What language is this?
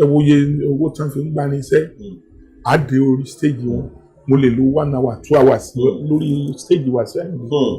Yoruba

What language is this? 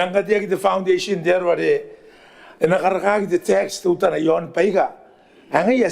Gilbertese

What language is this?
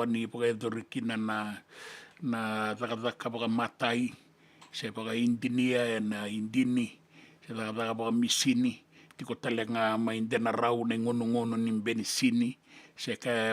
Fijian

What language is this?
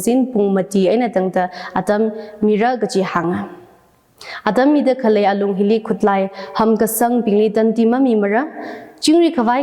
Tangkhul Naga (India)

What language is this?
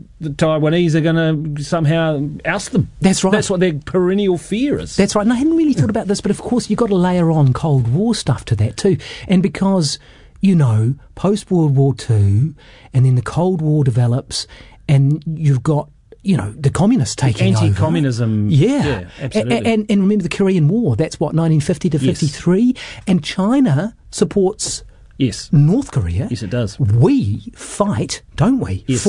English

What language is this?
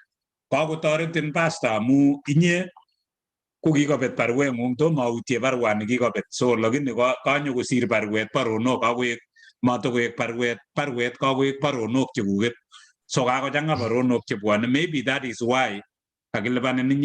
Kalenjin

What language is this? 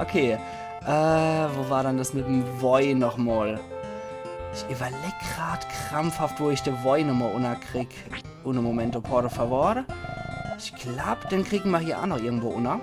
Palatine German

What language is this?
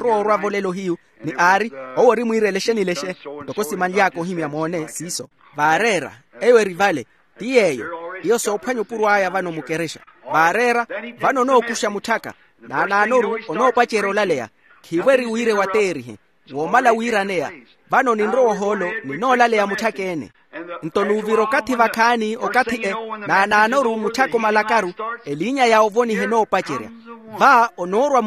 Makhuwa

